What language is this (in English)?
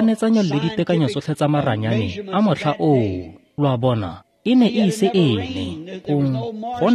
Tswana